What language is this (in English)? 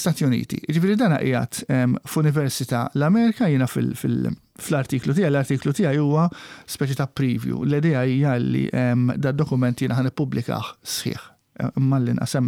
Maltese